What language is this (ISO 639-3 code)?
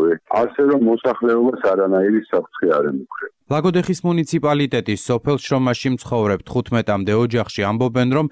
kat